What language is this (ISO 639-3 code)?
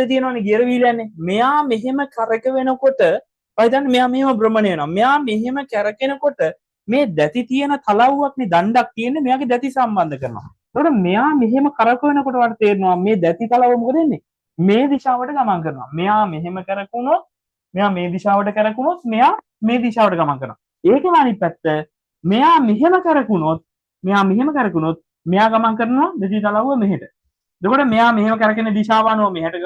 sin